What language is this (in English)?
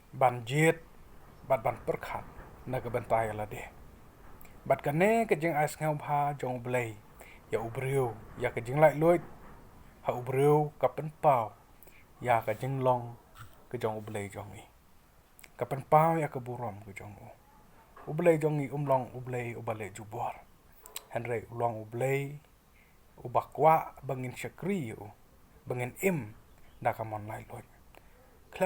Khasi